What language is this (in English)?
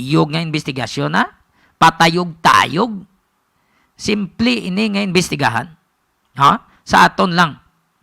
Hiligaynon